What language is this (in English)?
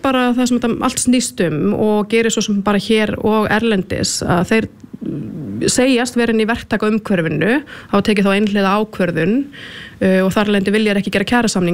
Icelandic